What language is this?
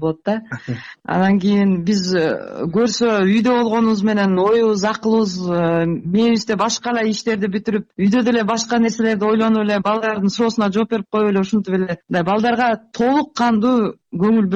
Kyrgyz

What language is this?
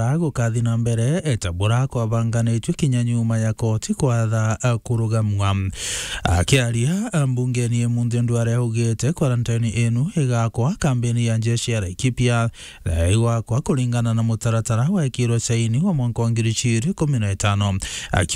Meru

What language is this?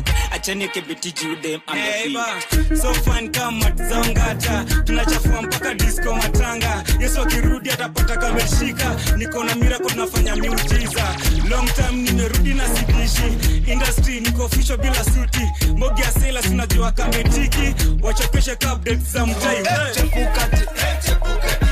Swahili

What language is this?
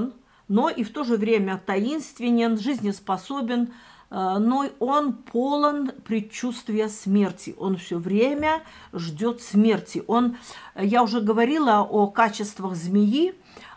Russian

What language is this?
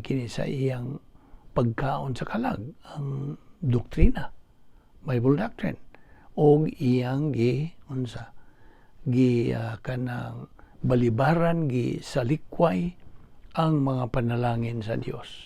Cebuano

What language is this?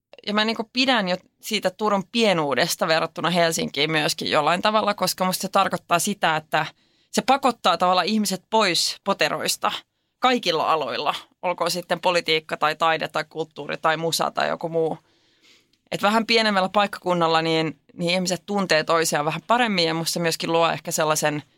Finnish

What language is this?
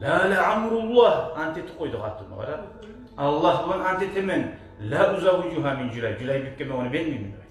Kumyk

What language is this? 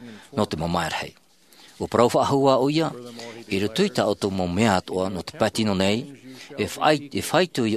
Tahitian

